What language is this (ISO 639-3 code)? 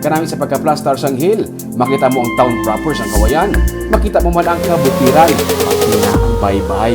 hil